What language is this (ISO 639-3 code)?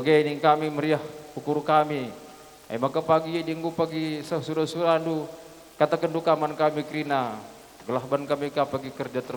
btx